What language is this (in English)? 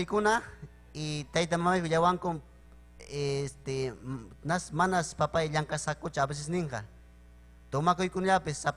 Ayacucho Quechua